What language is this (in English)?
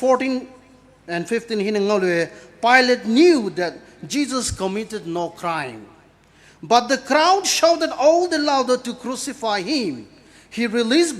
Poumei Naga